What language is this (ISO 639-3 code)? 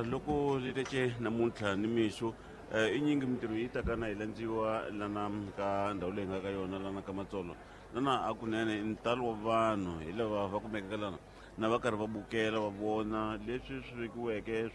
tso